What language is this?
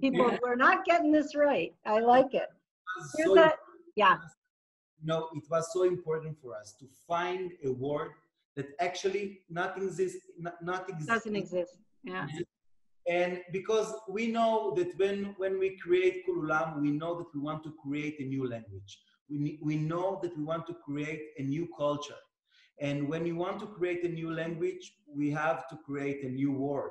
English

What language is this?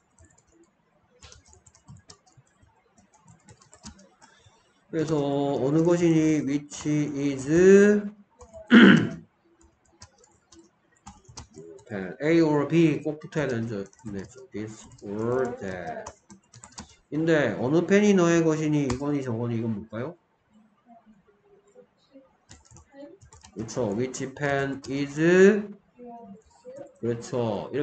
Korean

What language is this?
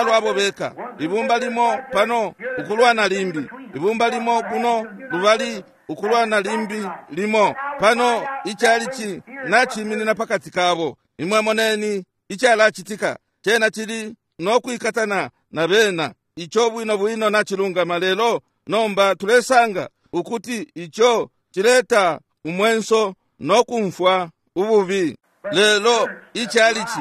Bemba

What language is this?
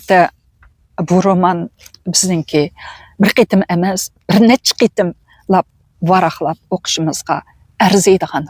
Uyghur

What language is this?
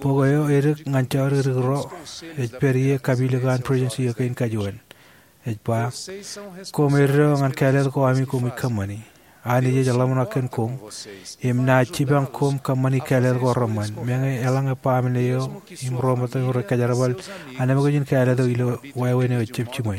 Marshallese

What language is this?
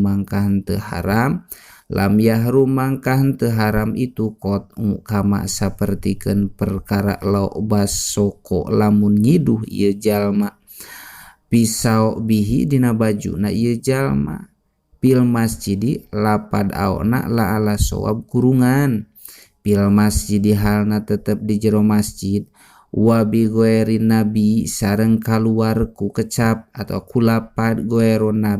Sundanese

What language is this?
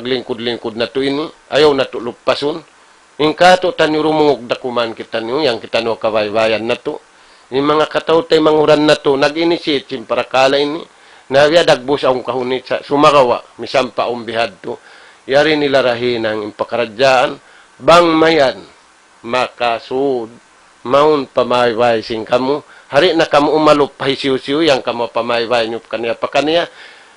Tausug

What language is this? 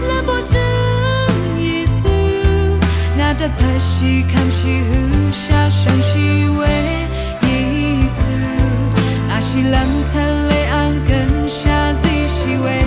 Rawang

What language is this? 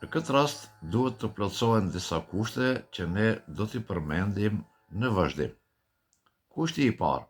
Albanian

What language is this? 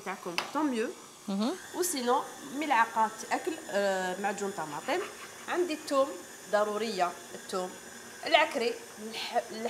Algerian Arabic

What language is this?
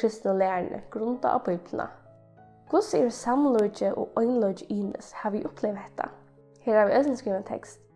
Faroese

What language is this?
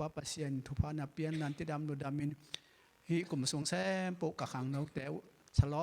Tedim Chin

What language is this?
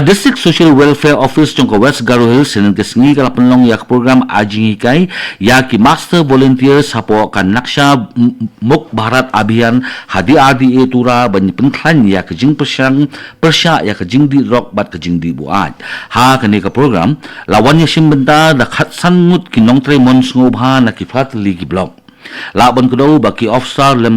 Khasi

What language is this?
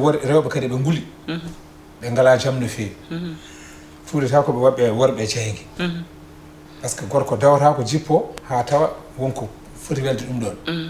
Fula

